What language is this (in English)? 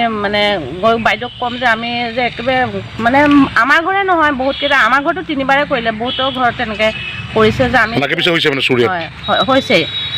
Assamese